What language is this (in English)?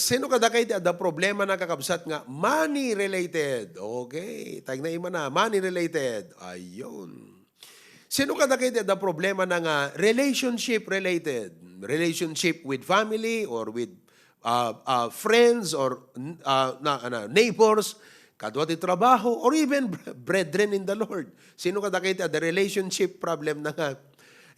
Iloko